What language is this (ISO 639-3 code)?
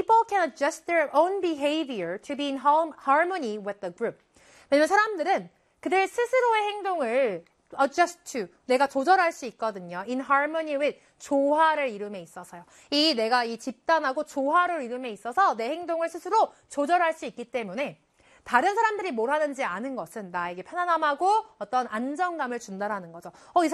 kor